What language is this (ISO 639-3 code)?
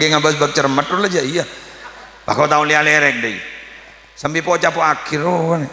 mad